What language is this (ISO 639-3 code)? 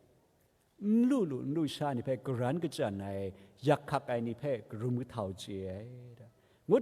kac